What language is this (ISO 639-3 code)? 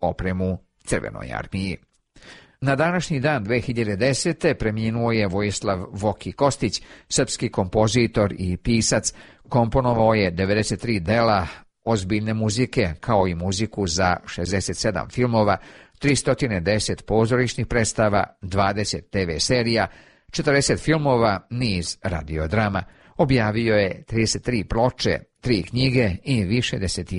srp